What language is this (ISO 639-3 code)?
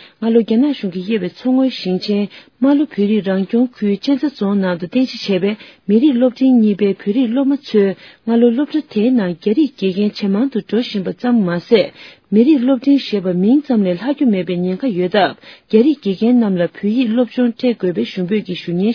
bod